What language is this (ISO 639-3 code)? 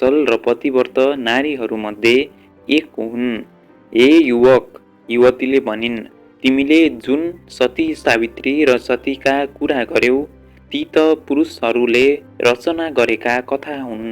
nep